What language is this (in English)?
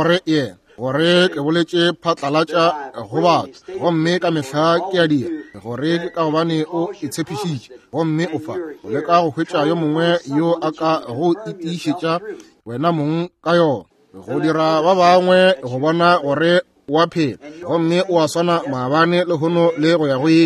Northern Sotho